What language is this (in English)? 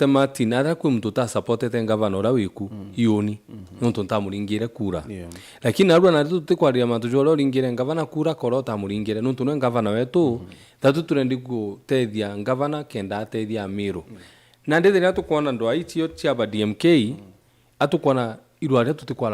Meru